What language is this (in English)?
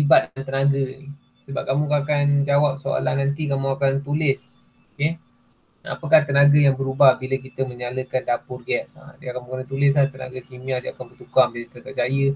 Malay